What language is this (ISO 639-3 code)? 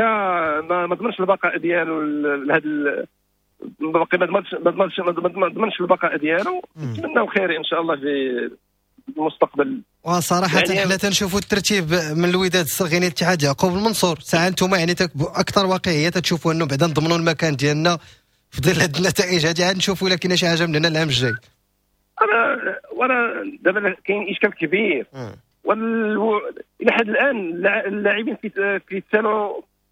ary